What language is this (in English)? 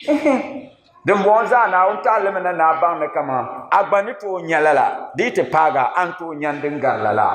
Dagbani